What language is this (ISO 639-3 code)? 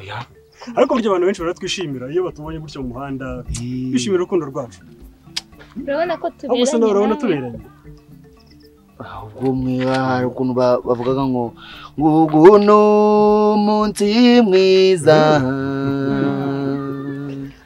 kin